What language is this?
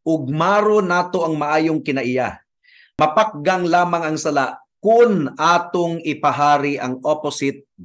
Cebuano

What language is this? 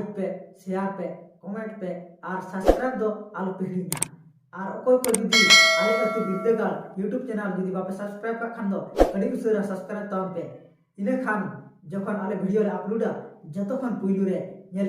Santali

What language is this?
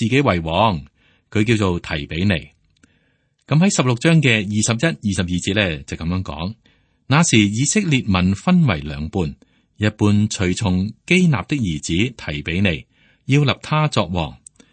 Cantonese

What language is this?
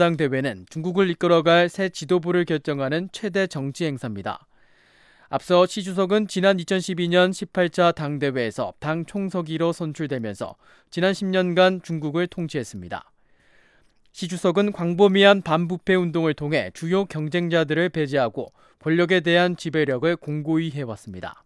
Korean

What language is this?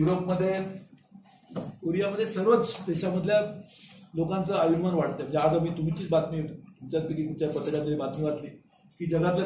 Marathi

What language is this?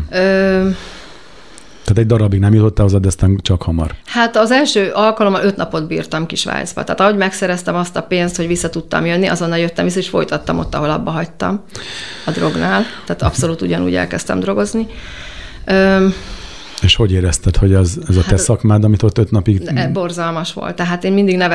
Hungarian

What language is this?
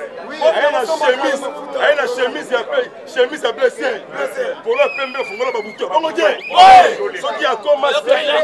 Lingala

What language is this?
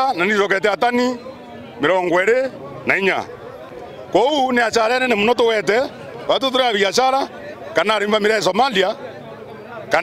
Meru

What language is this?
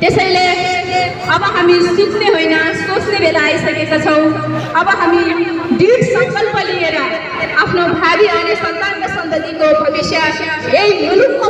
Nepali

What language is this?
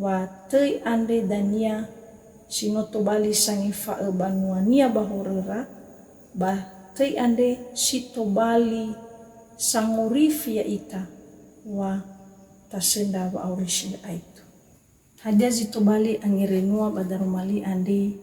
Nias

